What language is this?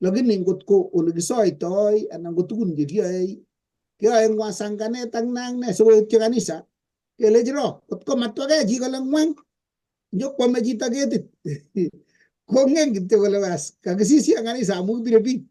Kalenjin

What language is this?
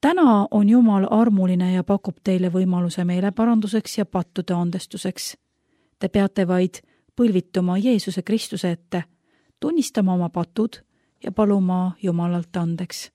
Estonian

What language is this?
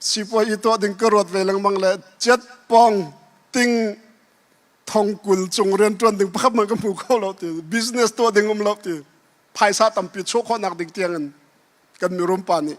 Hakha Chin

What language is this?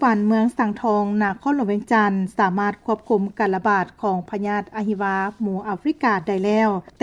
Lao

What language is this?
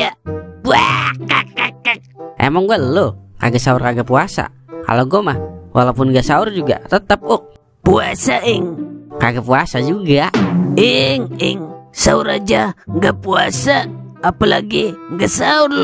Betawi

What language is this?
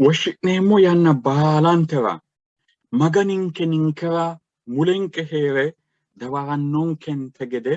Sidamo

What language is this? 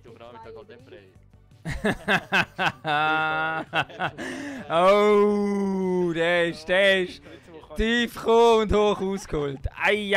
Swiss German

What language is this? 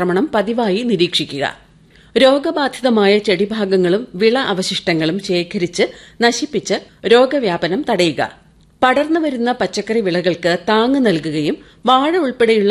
Malayalam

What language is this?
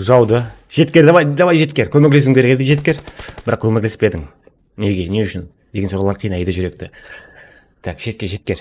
Kara-Kalpak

